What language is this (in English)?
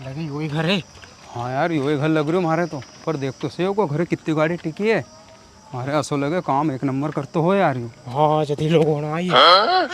Rajasthani